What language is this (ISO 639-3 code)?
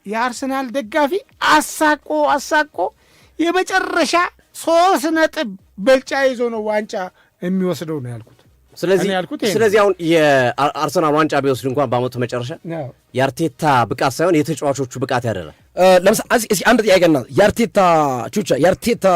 amh